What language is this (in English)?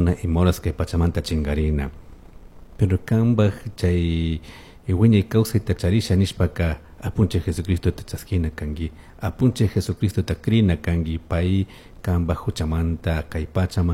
Chimborazo Highland Quichua